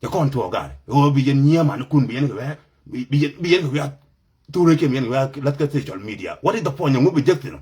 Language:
Nuer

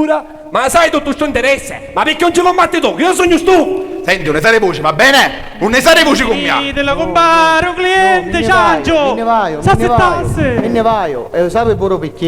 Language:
Sicilian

